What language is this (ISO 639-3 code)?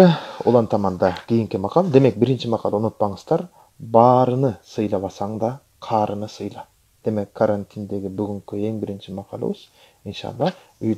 kir